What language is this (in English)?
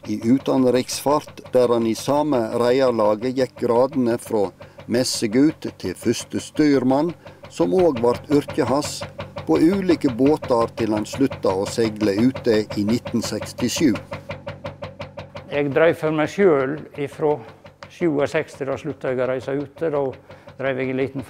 Norwegian